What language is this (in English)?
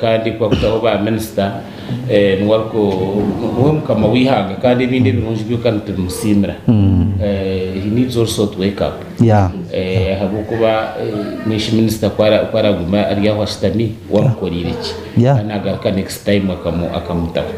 Nyankole